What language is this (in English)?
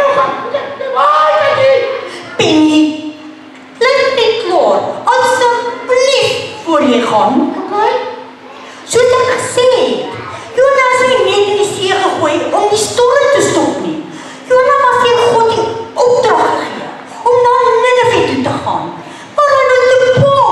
Afrikaans